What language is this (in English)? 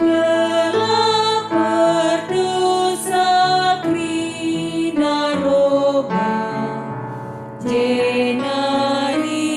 Batak Karo